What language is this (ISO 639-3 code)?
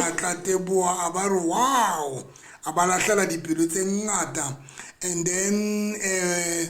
sot